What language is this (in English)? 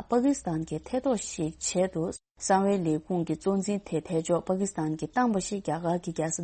Tibetan